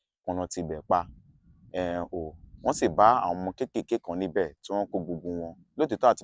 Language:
Yoruba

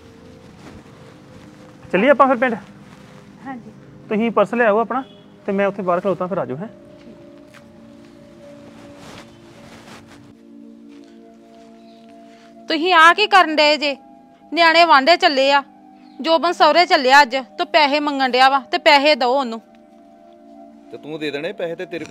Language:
Punjabi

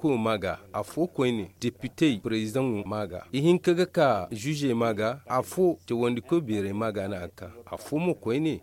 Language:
Zarma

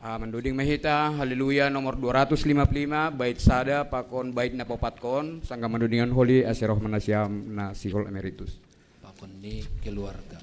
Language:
Batak Simalungun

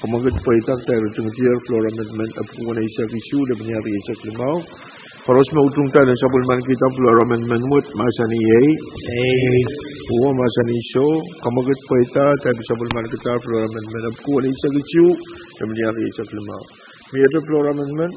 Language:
Pohnpeian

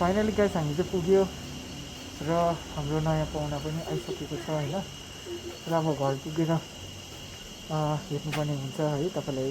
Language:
Nepali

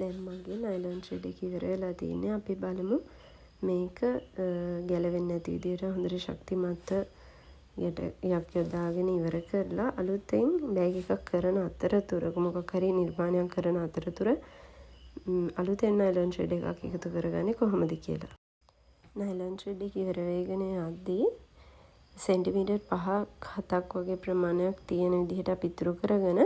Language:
Sinhala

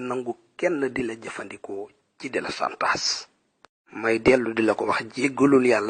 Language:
Wolof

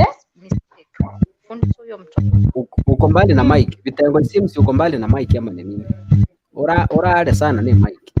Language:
Gusii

